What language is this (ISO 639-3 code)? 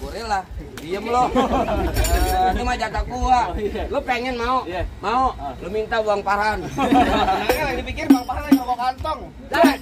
bew